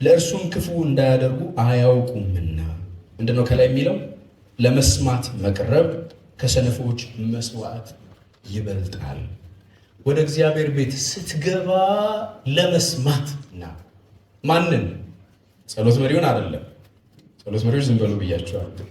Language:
Amharic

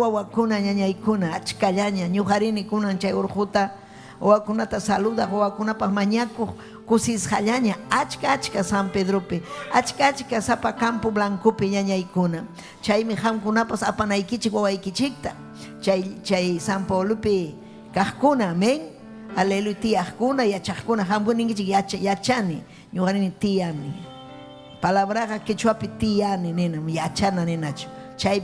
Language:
Ayacucho Quechua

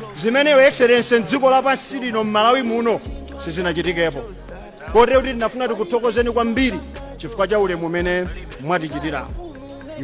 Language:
Nyanja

